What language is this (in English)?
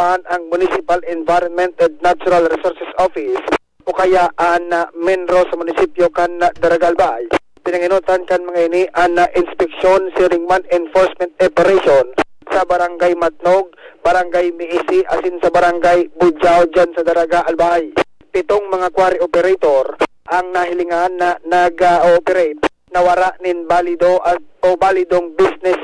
Bikol